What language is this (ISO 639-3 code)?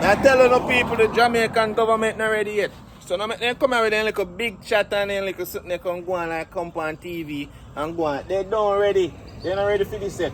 jam